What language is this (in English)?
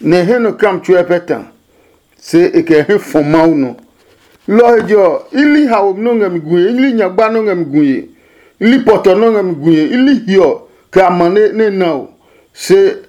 Adangme